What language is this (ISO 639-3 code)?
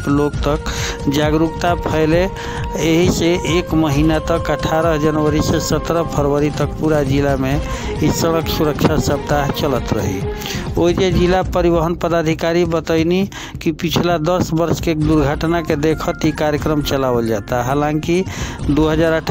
bho